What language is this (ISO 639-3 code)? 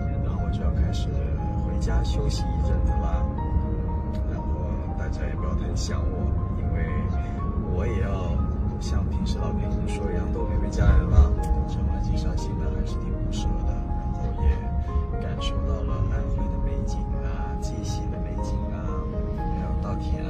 zho